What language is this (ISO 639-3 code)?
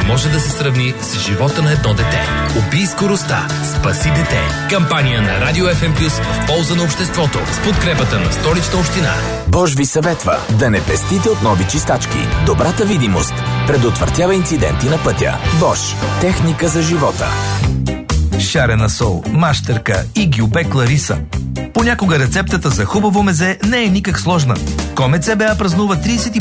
bul